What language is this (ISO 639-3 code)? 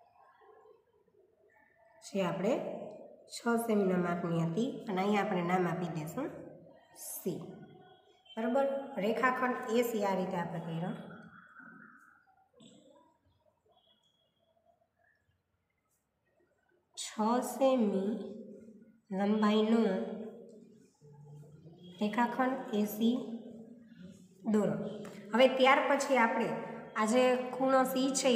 guj